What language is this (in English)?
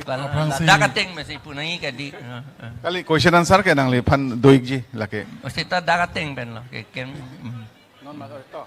Karbi